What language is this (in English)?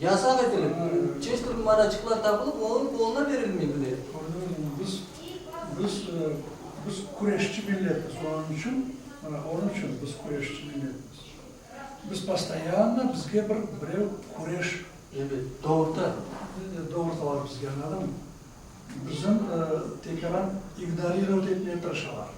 Crimean Tatar